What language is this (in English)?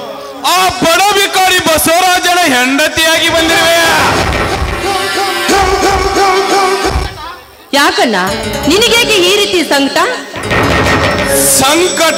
Kannada